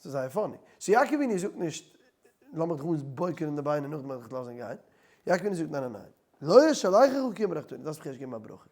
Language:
Yiddish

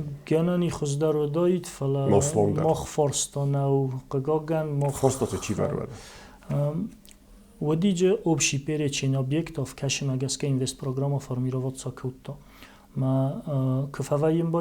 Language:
Ossetic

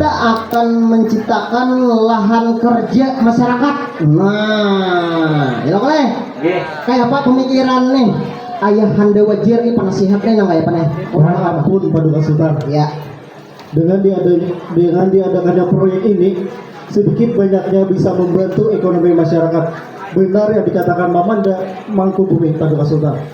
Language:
Banjar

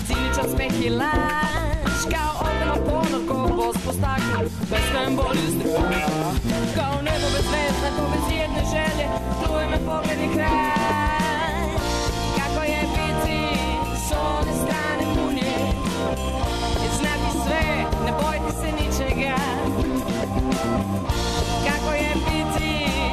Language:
Serbian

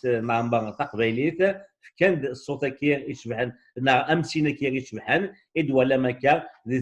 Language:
Kabyle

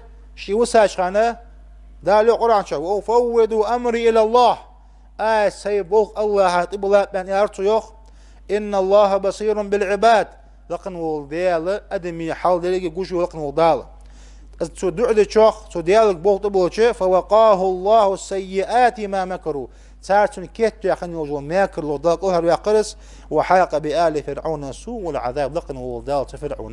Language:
Ingush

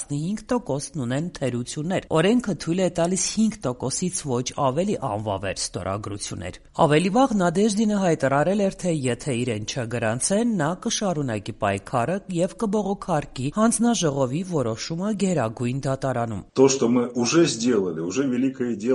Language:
Armenian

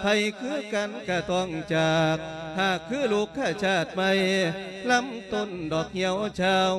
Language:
Lao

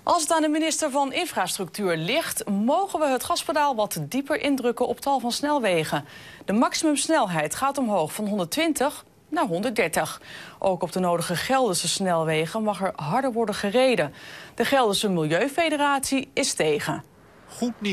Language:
Dutch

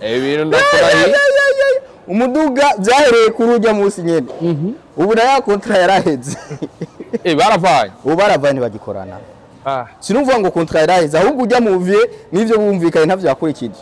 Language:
Rundi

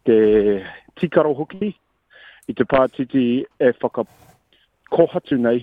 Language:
Māori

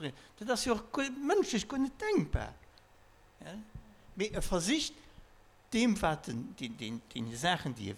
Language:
Luxembourgish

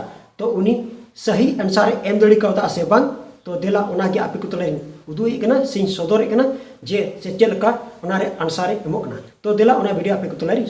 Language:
Santali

